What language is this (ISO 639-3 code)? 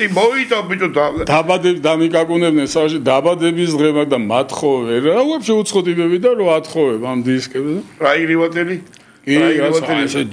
kat